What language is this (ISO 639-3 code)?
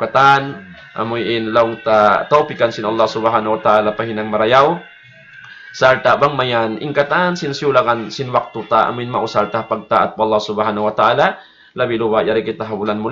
tsg